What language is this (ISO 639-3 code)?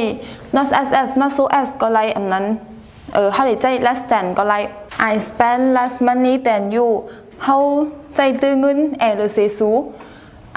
shn